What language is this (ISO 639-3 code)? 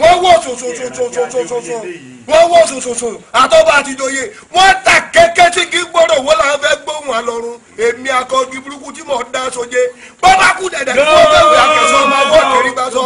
yor